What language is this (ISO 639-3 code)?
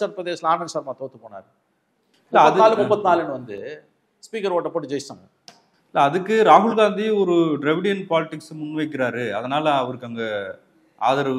tam